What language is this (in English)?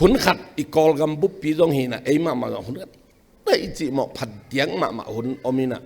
Tedim Chin